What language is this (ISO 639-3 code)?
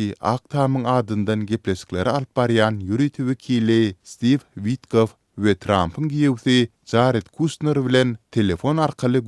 tuk